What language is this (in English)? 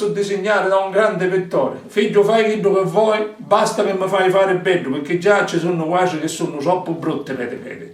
Sicilian